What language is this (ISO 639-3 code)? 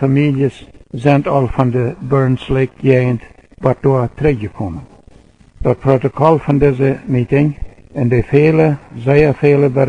pdt